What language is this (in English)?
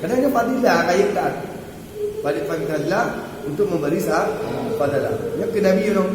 Achinese